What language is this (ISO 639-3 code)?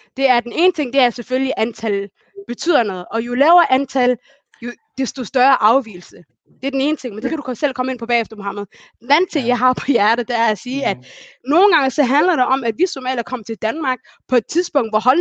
dan